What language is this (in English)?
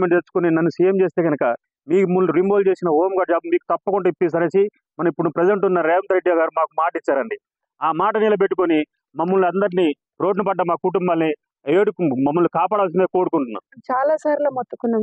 Telugu